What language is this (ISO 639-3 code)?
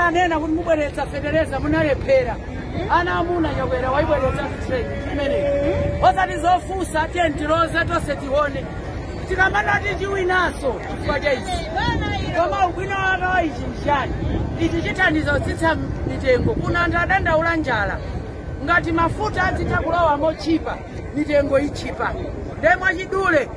nya